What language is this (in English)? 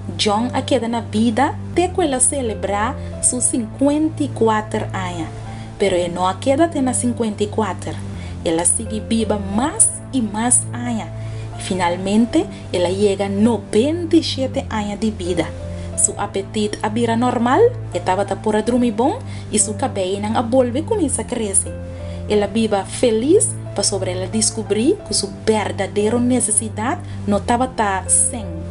Papiamento